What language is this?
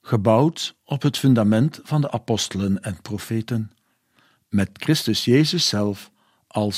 Dutch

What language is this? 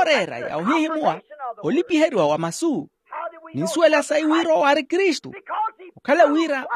Makhuwa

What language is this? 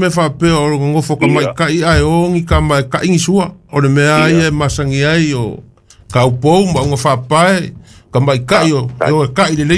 Samoan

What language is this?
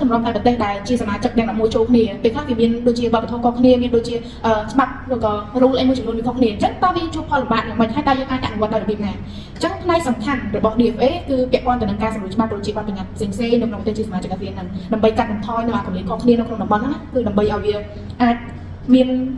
Khmer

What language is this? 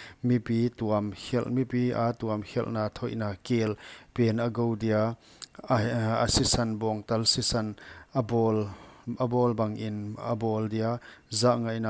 Paite Chin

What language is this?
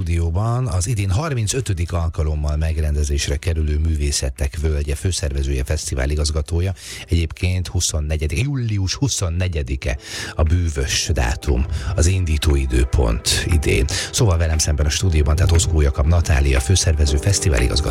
Hungarian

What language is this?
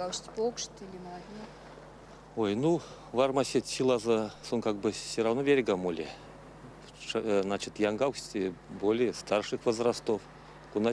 Erzya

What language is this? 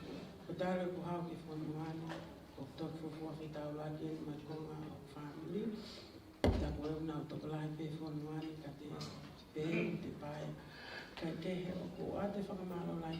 Tongan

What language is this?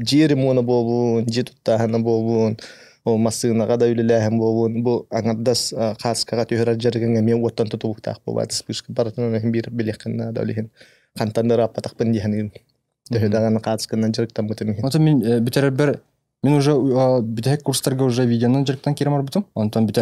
Yakut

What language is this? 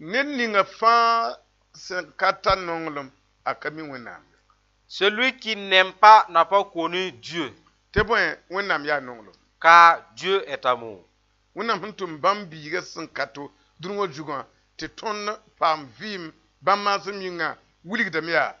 Mossi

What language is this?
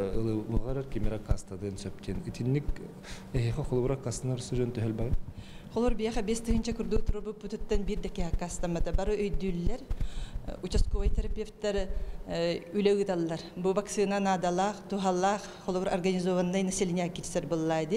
Yakut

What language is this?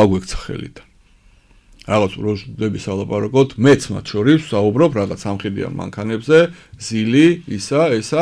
Georgian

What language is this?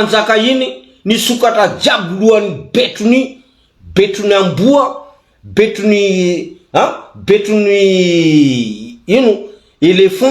Malagasy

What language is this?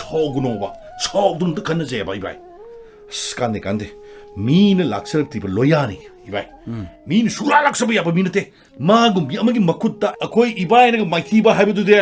Manipuri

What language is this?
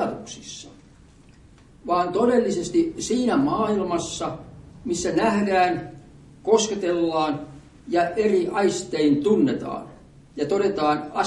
Finnish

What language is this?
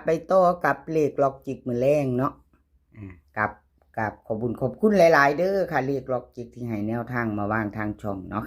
Northeastern Thai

